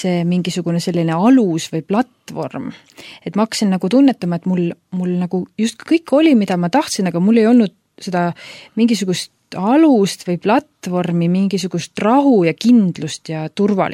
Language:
Estonian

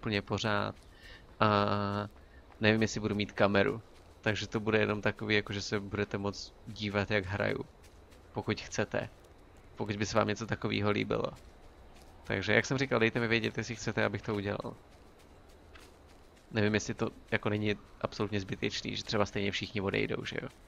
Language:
Czech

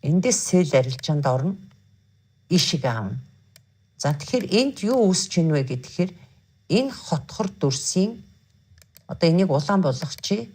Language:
Mongolian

